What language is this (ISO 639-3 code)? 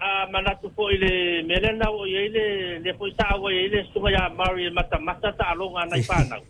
smo